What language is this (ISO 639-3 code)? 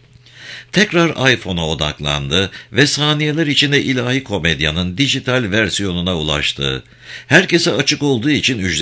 tur